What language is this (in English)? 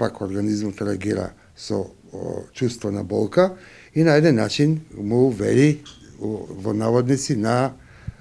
Macedonian